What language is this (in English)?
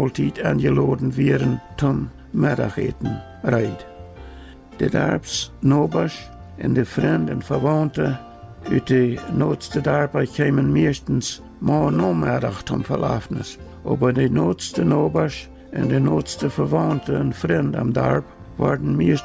Plautdietsch